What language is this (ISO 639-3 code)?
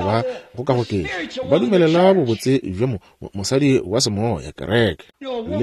nso